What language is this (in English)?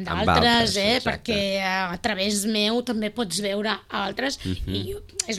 Catalan